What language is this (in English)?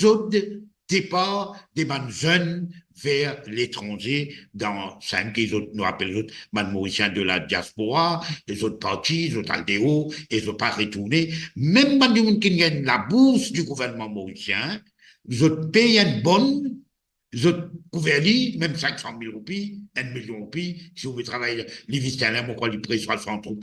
Morisyen